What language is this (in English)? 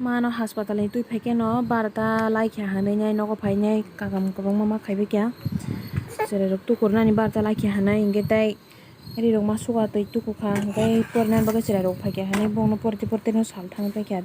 Kok Borok